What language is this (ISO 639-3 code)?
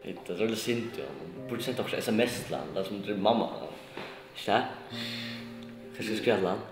fao